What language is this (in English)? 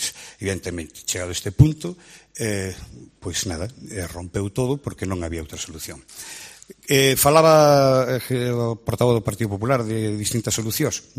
Galician